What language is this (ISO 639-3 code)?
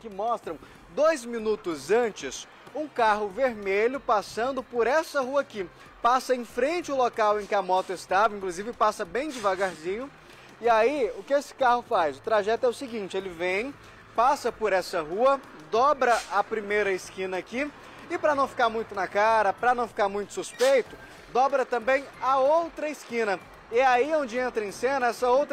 por